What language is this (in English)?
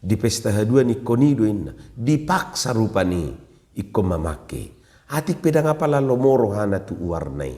Batak Toba